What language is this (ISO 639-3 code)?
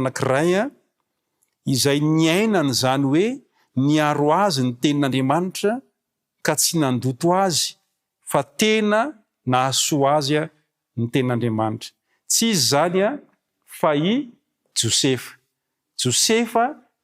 mlg